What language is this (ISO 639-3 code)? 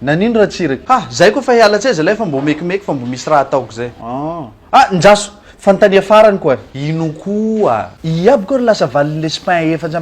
mlg